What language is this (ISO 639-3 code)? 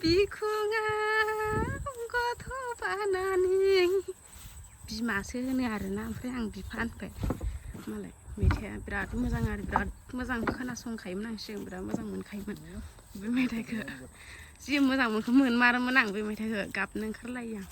brx